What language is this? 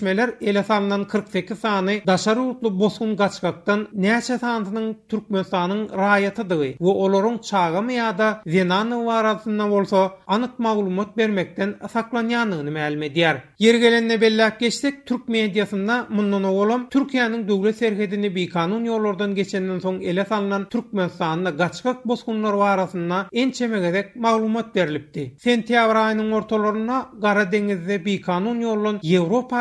Turkmen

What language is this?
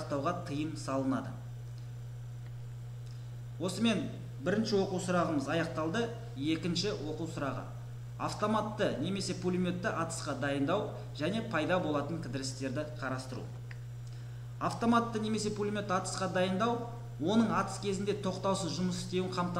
Kazakh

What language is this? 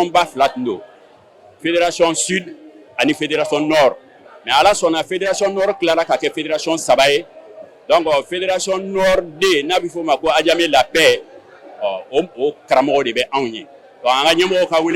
Bambara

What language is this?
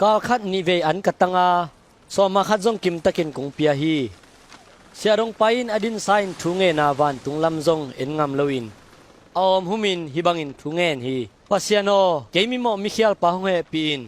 Tedim Chin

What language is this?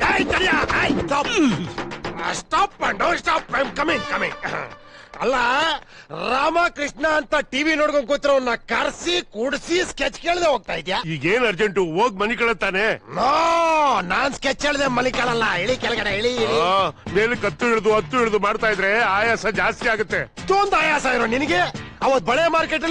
Kannada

